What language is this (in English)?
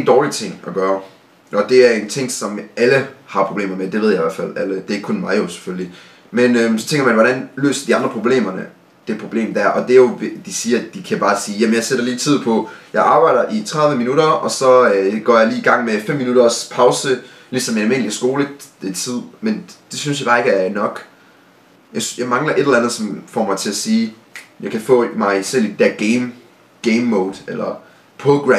Danish